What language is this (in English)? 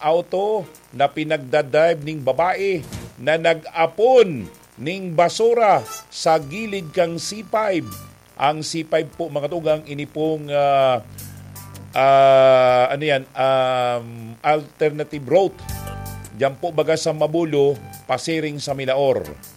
Bikol